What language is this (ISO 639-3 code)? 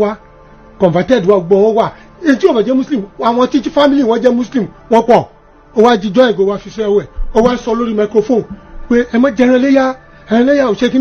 yor